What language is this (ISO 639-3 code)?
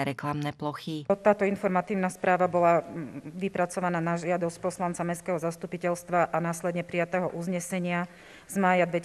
slk